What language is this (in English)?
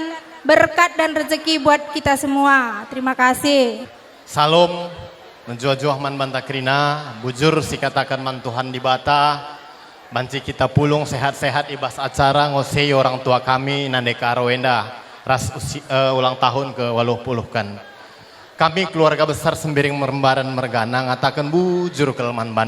Batak Karo